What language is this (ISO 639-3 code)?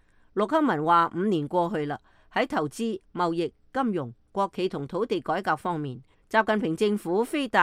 yue